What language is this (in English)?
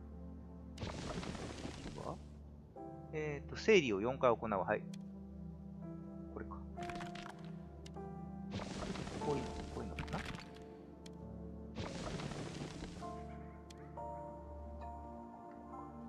Japanese